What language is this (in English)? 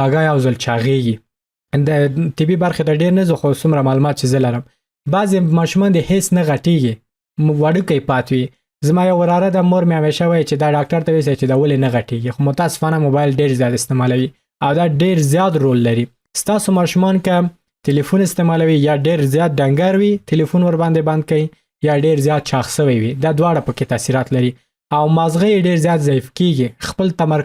Pashto